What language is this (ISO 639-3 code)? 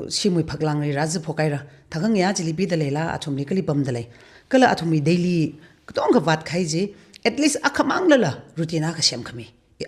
nmf